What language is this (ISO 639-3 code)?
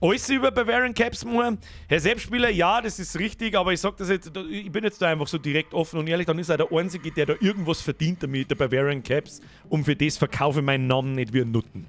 bar